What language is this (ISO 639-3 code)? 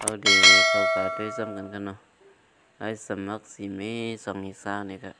shn